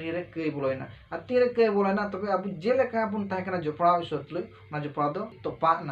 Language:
Santali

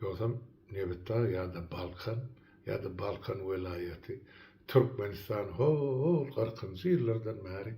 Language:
Turkmen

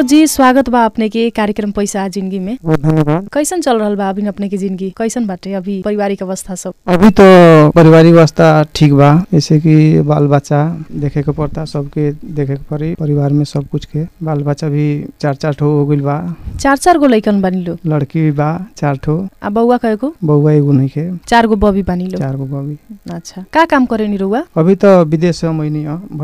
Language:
Bhojpuri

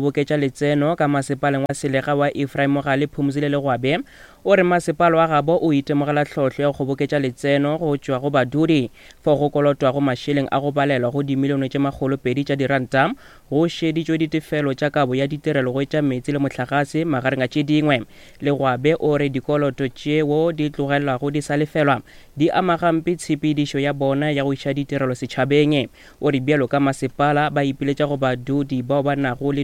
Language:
Northern Sotho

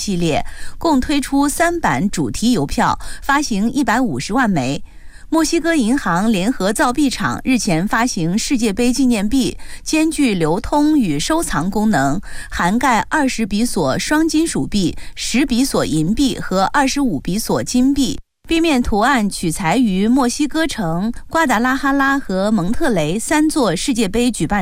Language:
Chinese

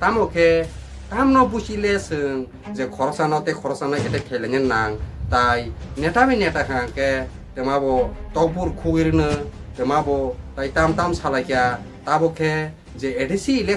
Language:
Kok Borok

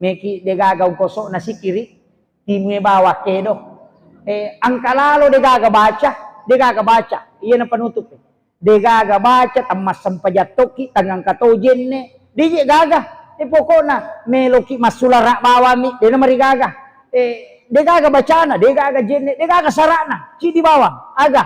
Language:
Buginese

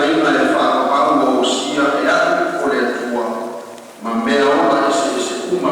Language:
Samoan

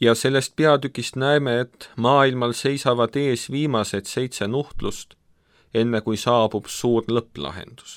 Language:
Estonian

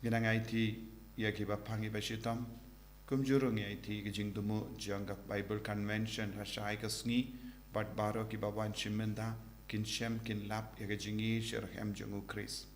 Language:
Khasi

